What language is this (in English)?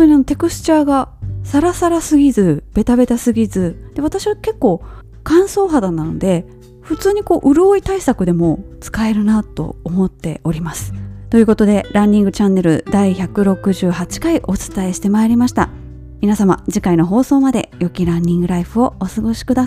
Japanese